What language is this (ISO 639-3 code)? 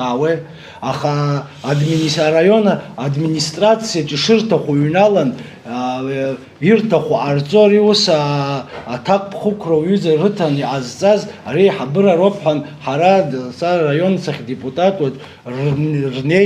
abk